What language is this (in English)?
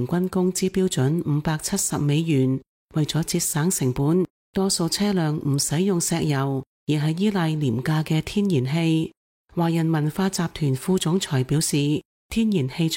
Cantonese